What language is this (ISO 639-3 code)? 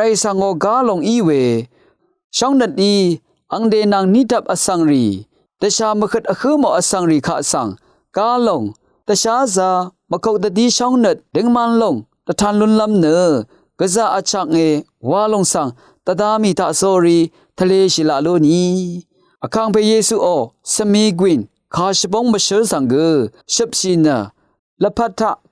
raw